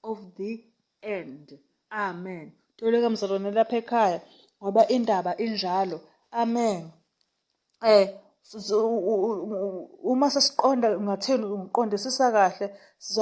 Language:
Zulu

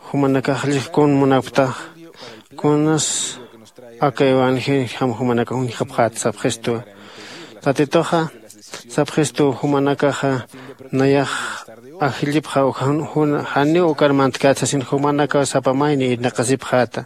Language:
Aymara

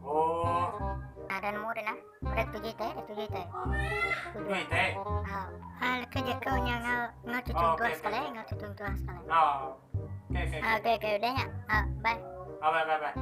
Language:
Iban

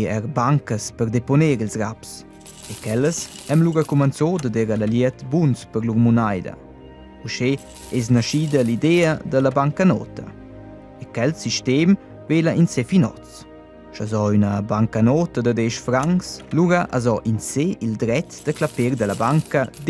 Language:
Romansh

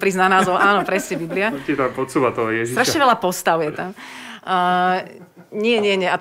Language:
Slovak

